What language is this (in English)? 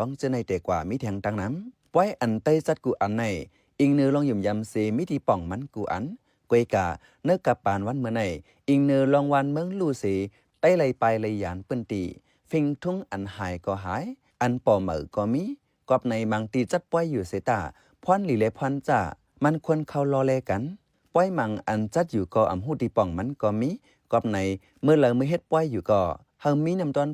Shan